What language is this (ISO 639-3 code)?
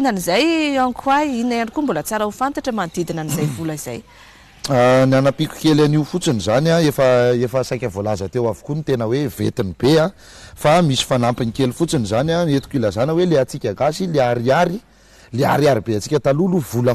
mlg